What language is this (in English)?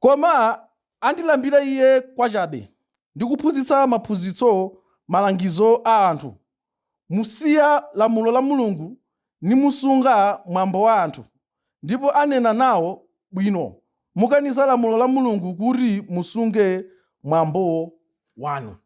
Nyanja